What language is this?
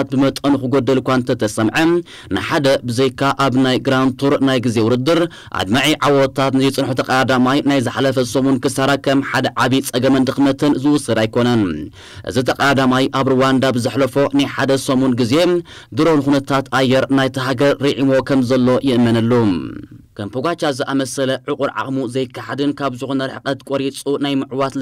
Tigrinya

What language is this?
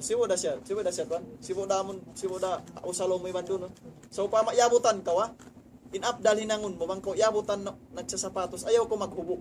Tausug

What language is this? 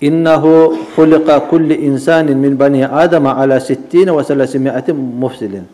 Kumyk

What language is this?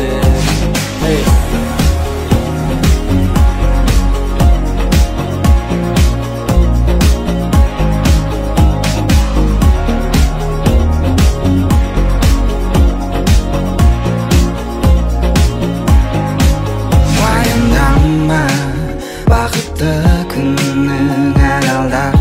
Kazakh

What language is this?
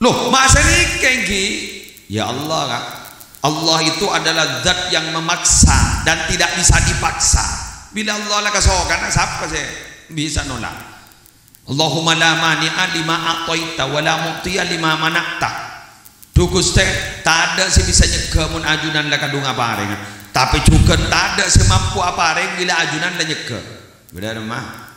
Madurese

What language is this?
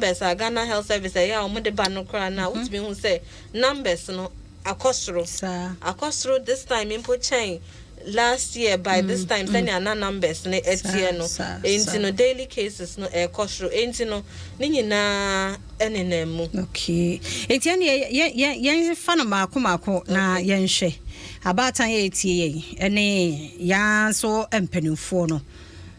Akan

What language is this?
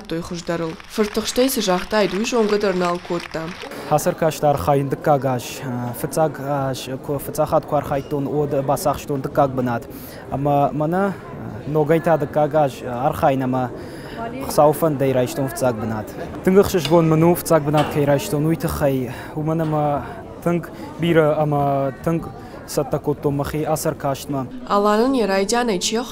Ossetic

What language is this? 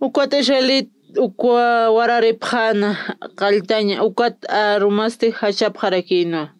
Aymara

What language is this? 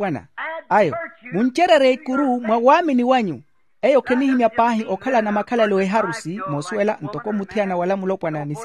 Makhuwa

